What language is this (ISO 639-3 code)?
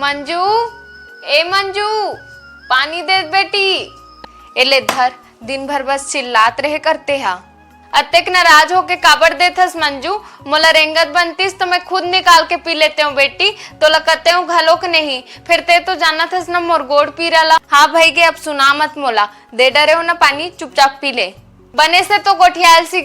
hne